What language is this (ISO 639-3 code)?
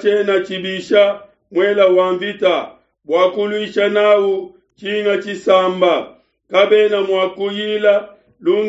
lua